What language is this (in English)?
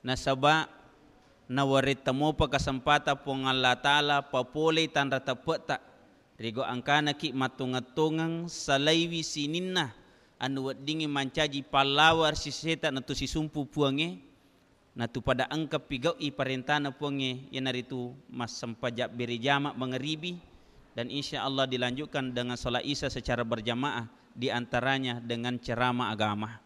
Buginese